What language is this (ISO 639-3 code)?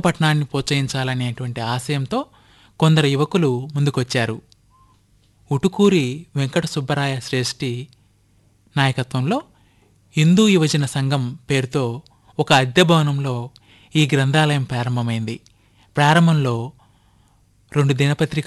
tel